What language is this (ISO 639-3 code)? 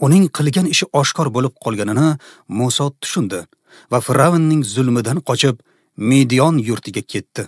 uzb